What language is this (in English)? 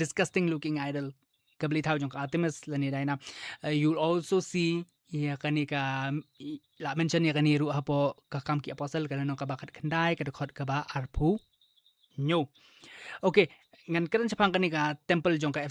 Khasi